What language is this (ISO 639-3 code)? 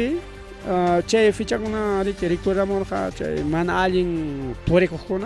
quy